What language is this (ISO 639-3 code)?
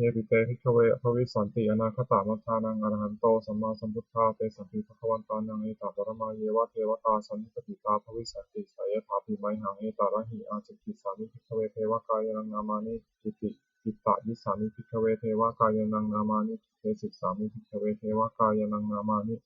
pli